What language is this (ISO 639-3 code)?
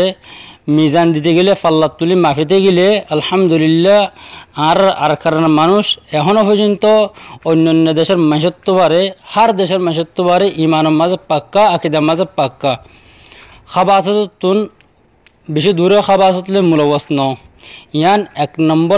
rhg